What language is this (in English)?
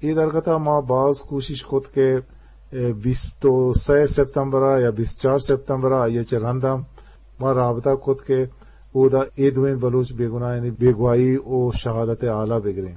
Eastern Balochi